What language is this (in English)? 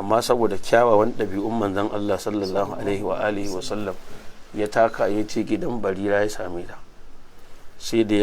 Hausa